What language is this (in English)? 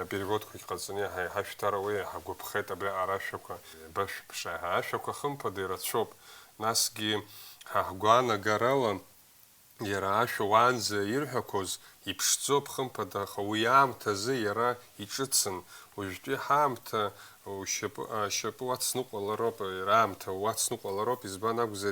Abkhazian